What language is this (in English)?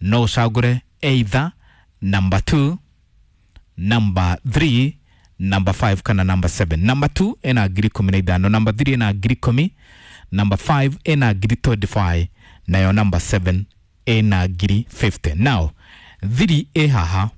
Kikuyu